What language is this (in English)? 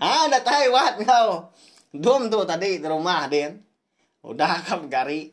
Iban